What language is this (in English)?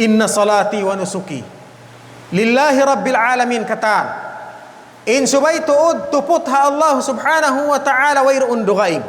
Tausug